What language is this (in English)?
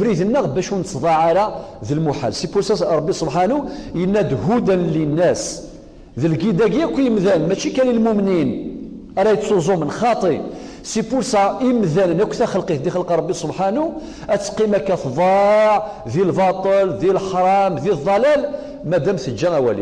Kabyle